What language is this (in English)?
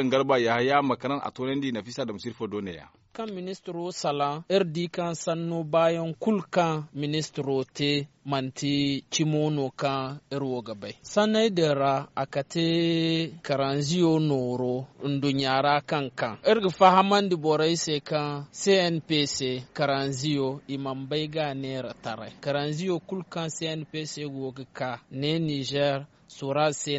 Zarma